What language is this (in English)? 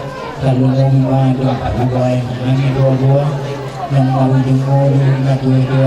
Batak Toba